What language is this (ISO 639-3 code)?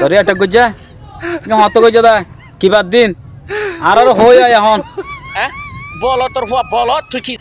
rhg